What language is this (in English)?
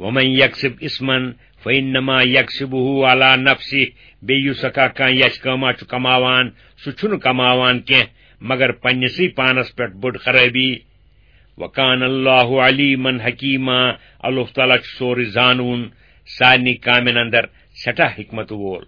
Kashmiri